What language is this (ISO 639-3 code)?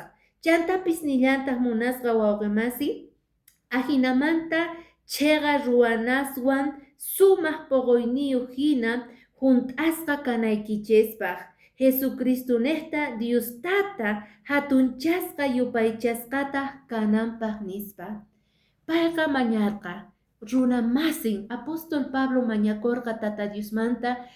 que